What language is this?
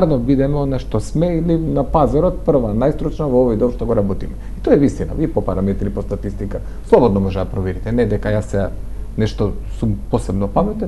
Macedonian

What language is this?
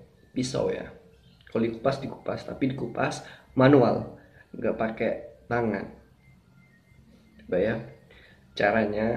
Indonesian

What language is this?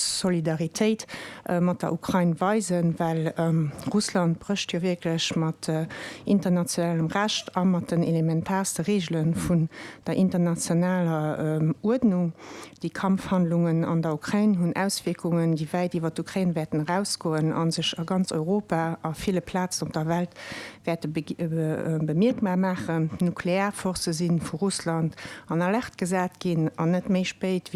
Luxembourgish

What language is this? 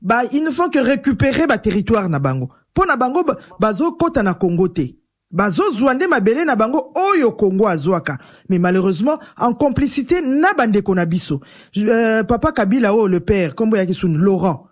Lingala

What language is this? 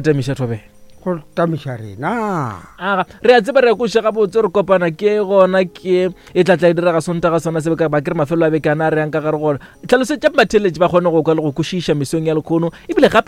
Northern Sotho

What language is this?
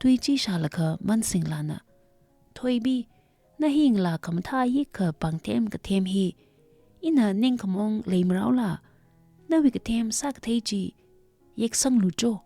Tangkhul Naga (India)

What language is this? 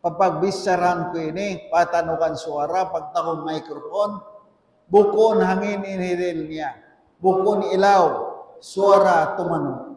Tausug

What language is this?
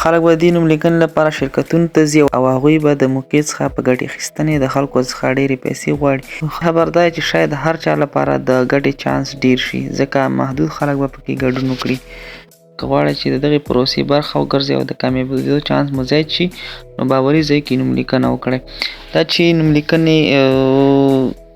Pashto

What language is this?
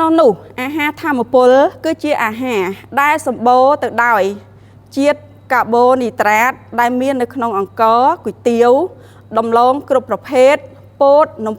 Khmer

